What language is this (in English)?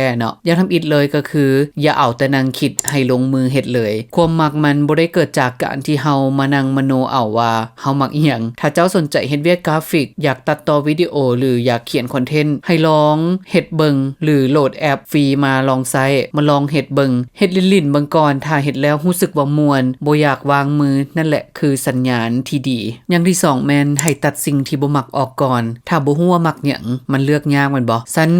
Lao